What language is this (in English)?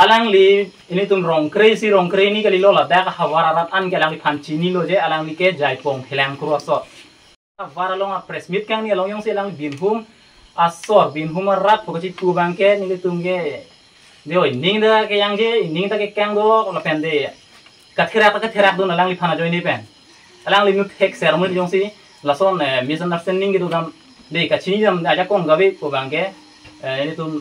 Karbi